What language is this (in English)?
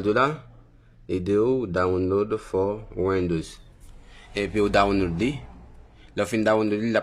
Haitian Creole